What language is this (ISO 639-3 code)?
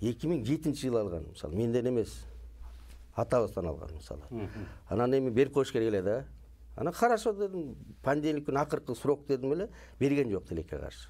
kir